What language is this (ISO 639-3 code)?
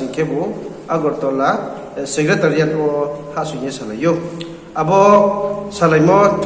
ria